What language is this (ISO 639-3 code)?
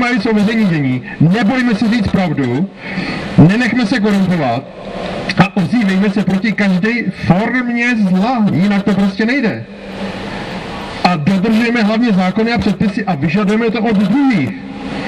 ces